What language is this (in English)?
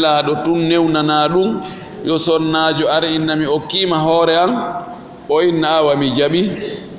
Fula